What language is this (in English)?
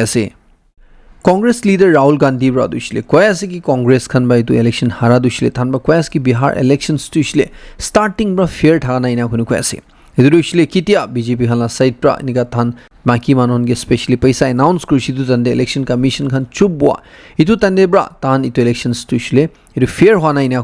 Naga Pidgin